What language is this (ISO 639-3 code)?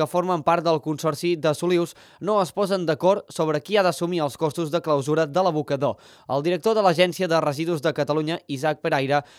cat